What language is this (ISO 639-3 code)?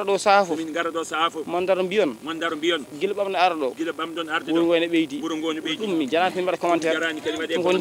ful